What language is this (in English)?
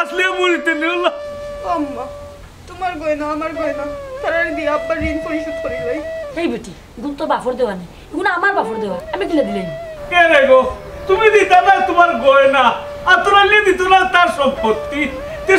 Sylheti